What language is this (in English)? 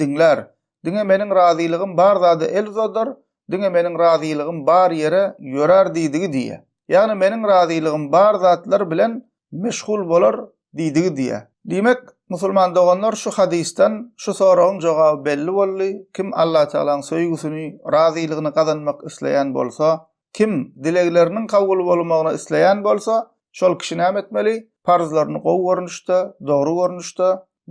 Turkmen